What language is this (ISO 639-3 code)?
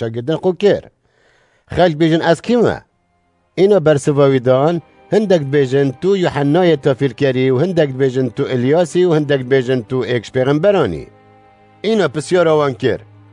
kur